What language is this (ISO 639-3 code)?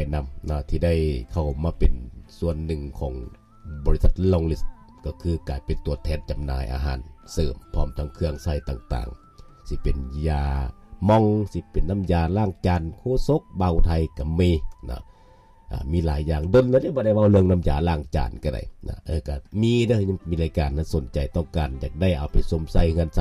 lao